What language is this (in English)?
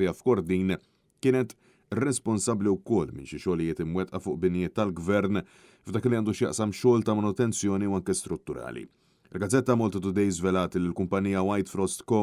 Maltese